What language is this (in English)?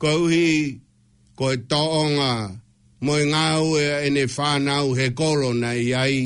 Tongan